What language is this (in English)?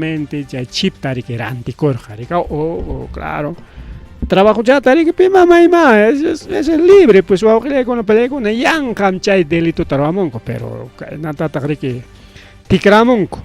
Ayacucho Quechua